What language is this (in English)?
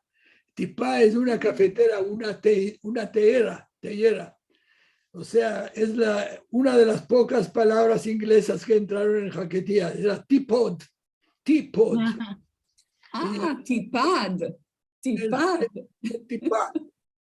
Ladino